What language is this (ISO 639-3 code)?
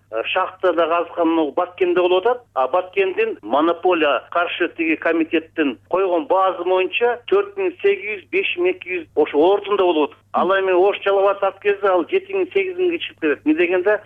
kir